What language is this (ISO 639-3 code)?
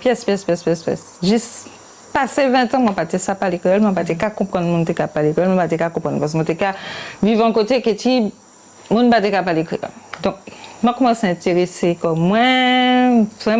gcf